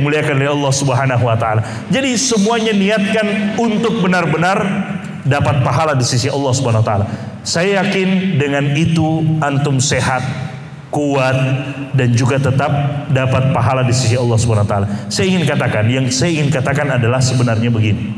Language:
Indonesian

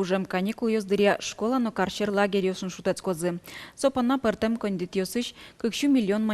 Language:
Udmurt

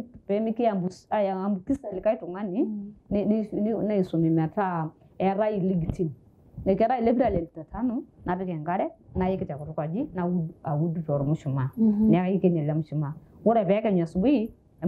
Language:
Masai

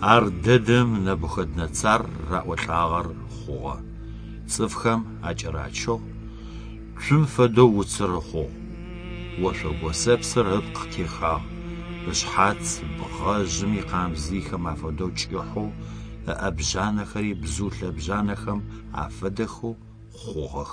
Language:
Adyghe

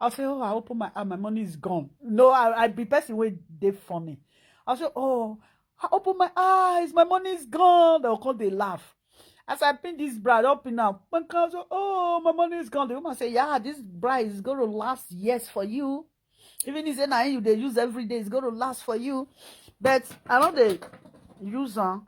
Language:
Nigerian Pidgin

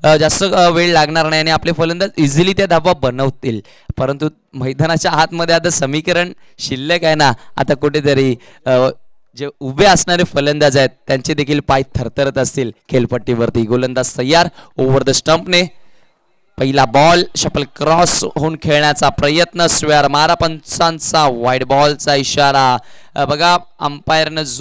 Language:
Marathi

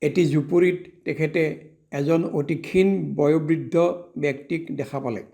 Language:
Assamese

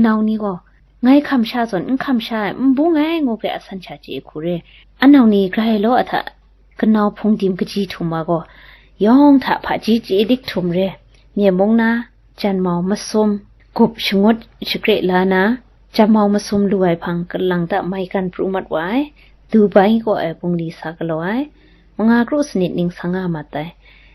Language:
Kachin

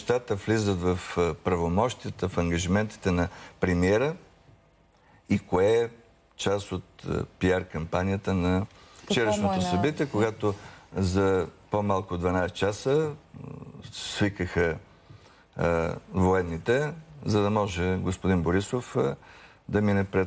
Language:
Bulgarian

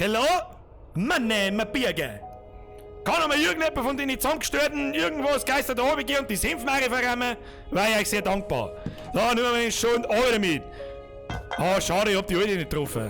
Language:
Bavarian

